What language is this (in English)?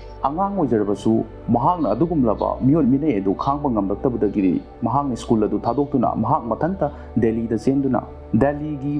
Manipuri